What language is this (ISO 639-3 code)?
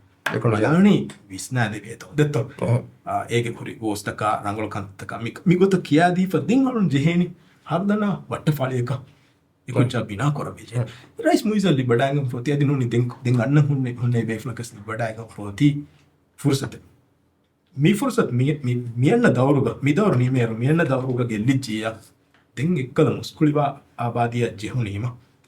div